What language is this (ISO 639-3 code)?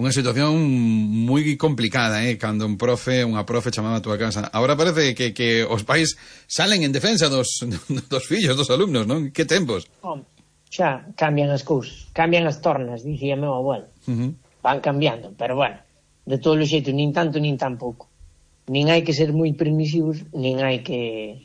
glg